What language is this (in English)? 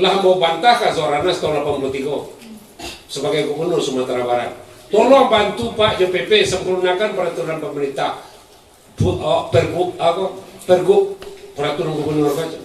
Minangkabau